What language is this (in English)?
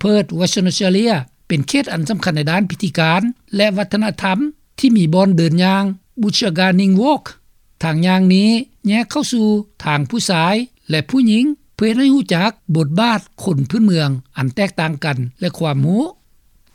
Lao